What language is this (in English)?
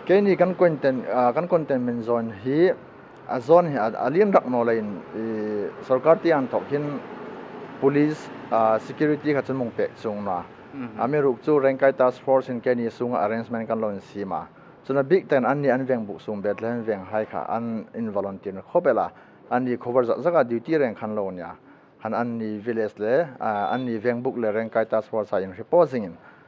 Hmar